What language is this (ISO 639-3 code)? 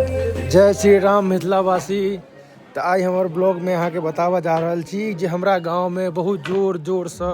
mai